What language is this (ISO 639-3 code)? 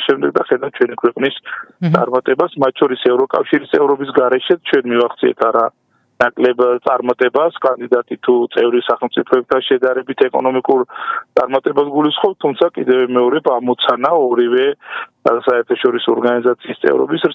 kat